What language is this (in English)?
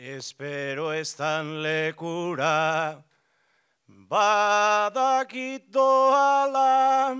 Basque